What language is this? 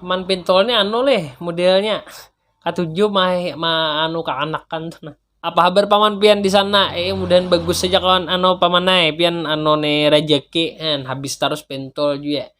Banjar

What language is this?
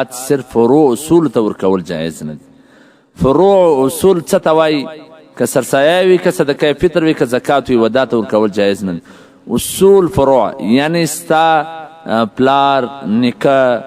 Pashto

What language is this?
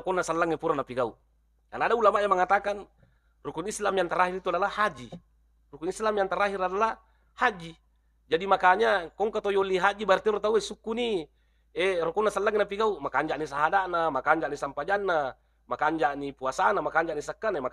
Buginese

